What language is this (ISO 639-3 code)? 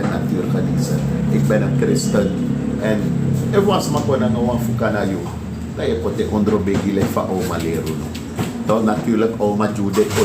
srn